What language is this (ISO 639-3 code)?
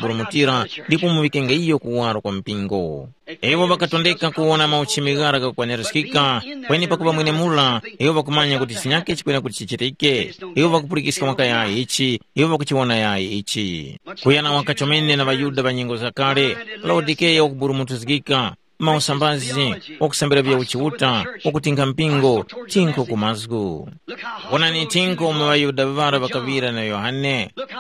tum